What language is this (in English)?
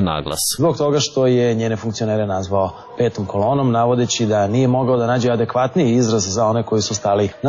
Serbian